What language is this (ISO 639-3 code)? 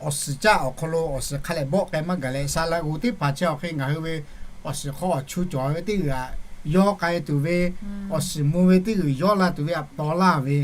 lhu